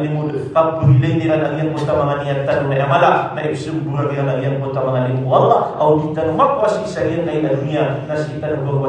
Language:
Maranao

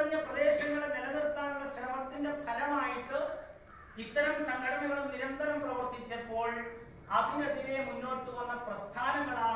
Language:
Malayalam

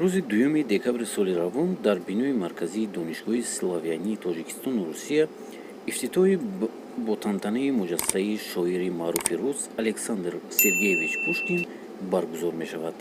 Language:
Tajik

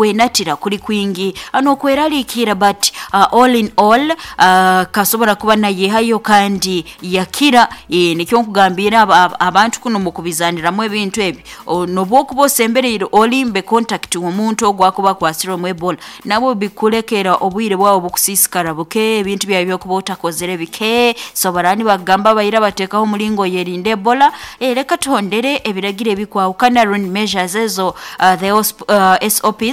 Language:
Nyoro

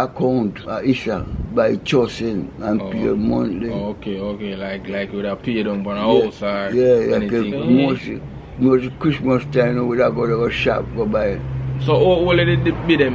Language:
Jamaican Creole English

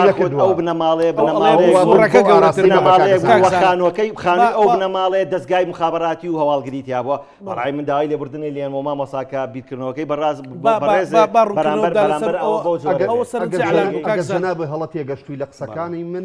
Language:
Central Kurdish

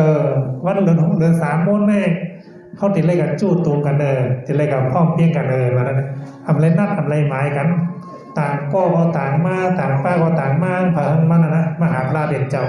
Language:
Shan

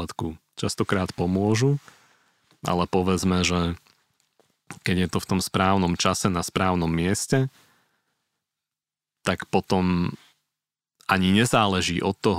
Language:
Slovak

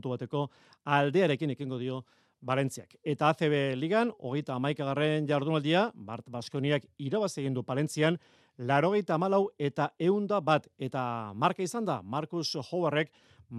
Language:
Basque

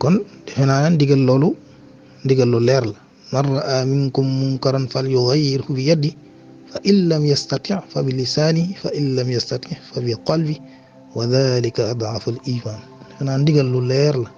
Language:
Wolof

